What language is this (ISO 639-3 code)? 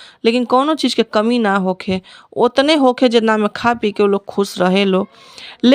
bho